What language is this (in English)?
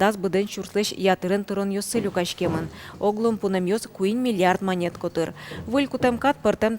Udmurt